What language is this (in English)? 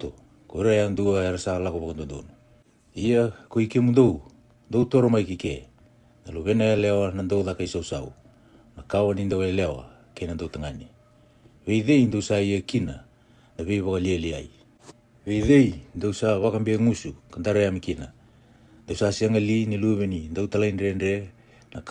Fijian